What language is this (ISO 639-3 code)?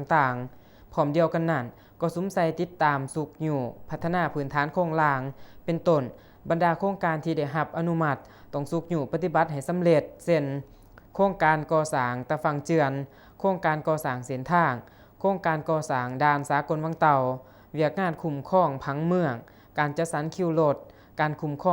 lao